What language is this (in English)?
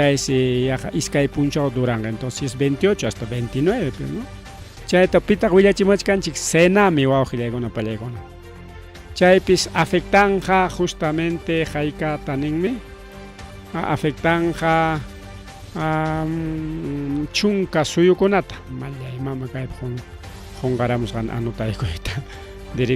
Ayacucho Quechua